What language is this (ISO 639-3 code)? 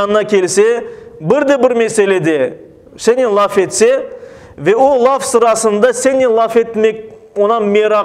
crh